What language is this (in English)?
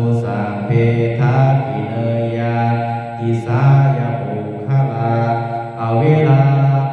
Pali